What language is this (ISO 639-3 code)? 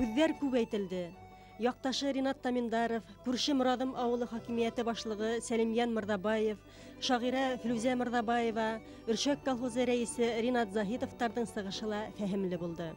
bak